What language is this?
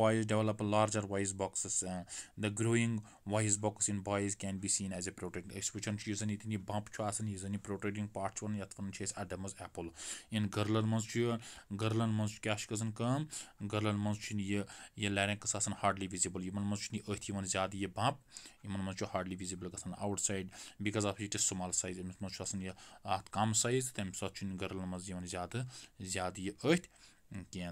Kashmiri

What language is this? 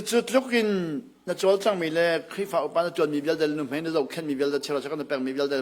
Hakha Chin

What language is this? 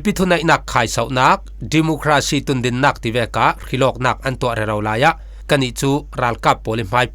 Falam Chin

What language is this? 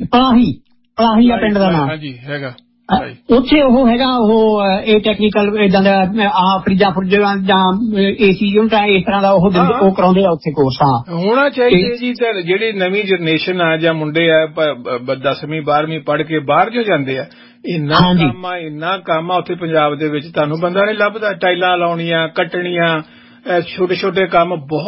Punjabi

